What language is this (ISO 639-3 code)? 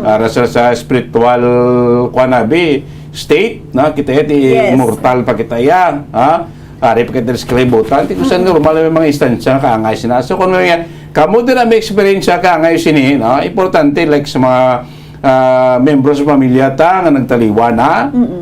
hil